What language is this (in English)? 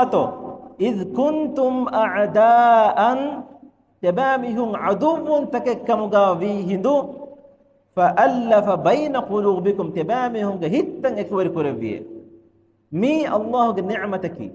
Divehi